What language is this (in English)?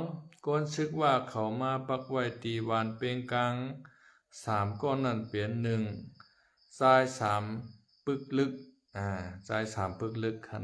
Shan